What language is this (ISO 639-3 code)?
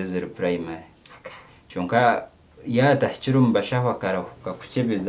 nyn